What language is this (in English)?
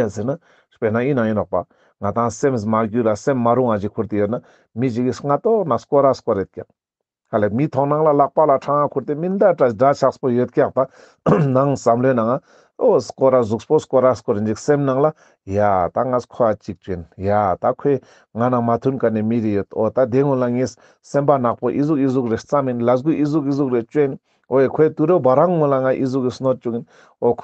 Ladakhi